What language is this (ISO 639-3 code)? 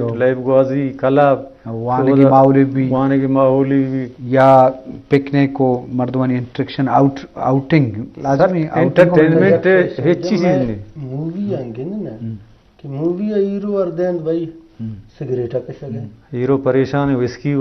bgp